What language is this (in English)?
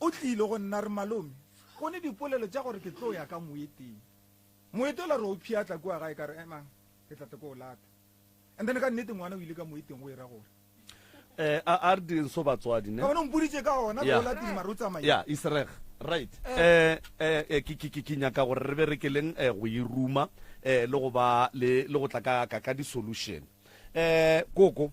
Northern Sotho